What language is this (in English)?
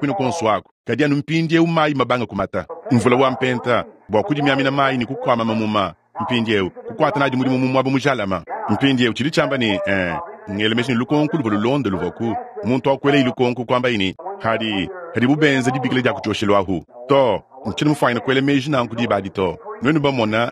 Luba-Lulua